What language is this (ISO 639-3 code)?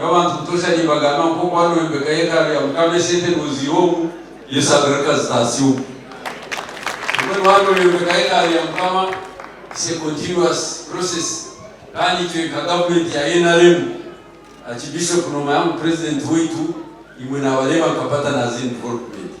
nyn